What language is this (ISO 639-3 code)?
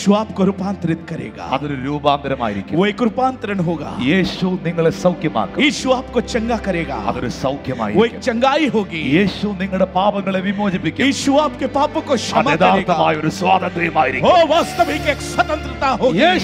mal